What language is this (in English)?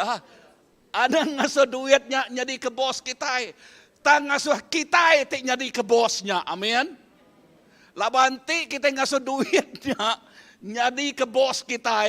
Iban